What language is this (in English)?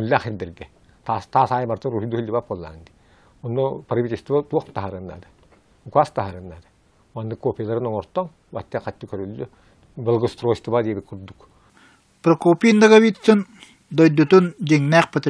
Yakut